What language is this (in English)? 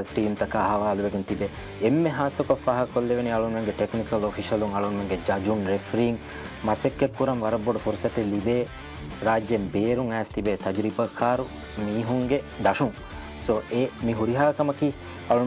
Divehi